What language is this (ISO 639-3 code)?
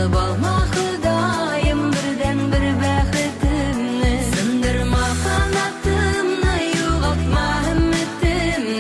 tat